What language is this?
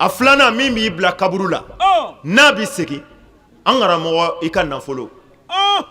Bambara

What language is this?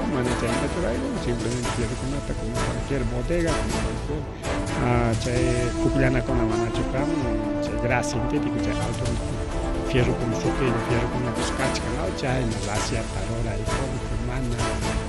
Ayacucho Quechua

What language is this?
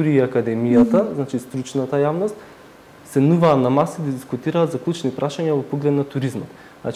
Macedonian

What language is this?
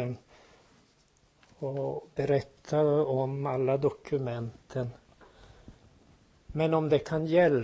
Swedish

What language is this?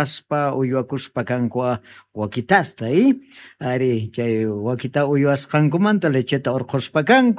South Bolivian Quechua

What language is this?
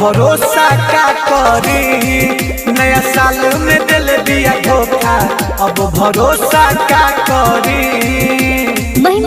Bhojpuri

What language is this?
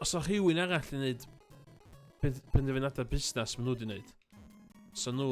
Welsh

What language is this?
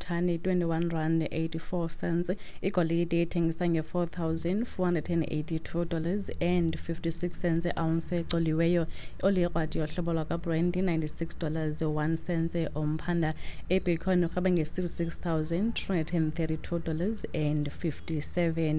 Xhosa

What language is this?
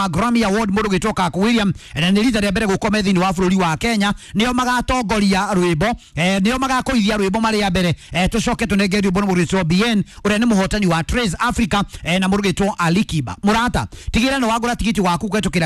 Kikuyu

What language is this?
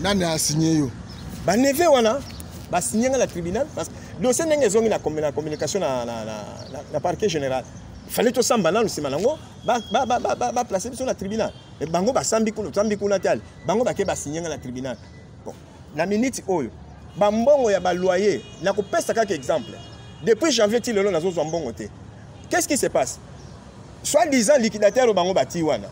Lingala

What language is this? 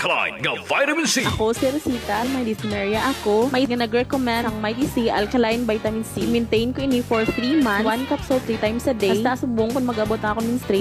Hiligaynon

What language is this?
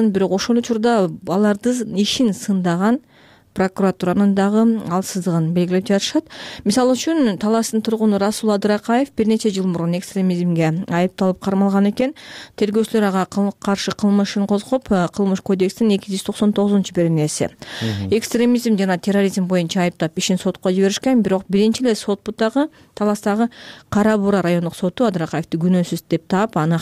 Kyrgyz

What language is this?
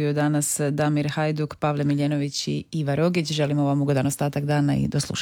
Croatian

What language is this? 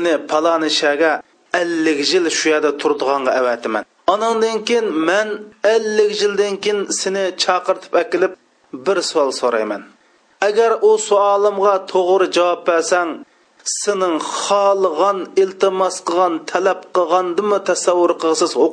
Uyghur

